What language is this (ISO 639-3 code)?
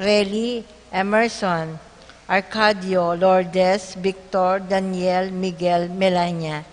pam